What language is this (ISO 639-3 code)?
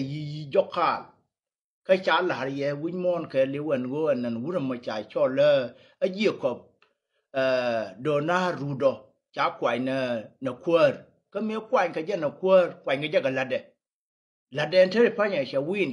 nus